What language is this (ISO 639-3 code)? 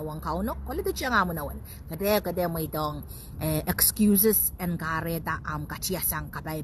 pon